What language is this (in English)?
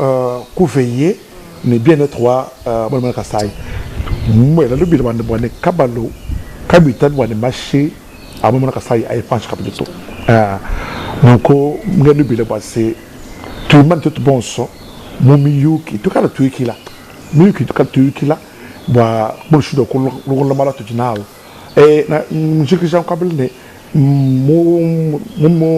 Luba-Lulua